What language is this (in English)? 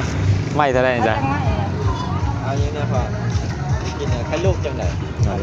Lao